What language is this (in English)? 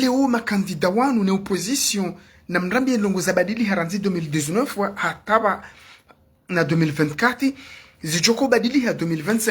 Ngazidja Comorian